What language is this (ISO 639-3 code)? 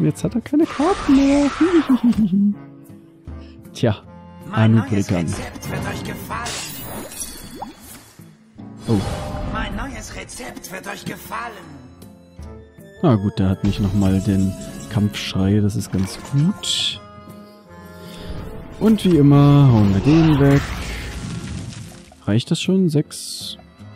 deu